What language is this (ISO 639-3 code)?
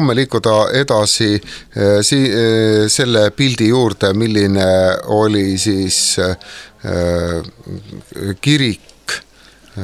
est